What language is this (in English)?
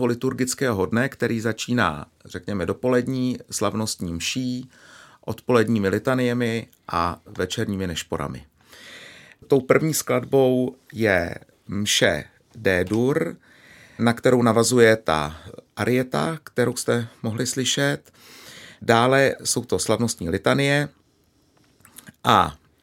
Czech